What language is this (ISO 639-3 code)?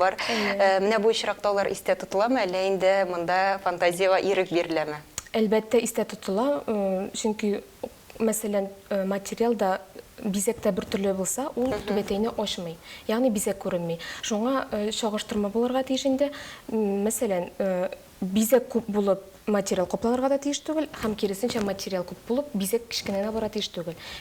tat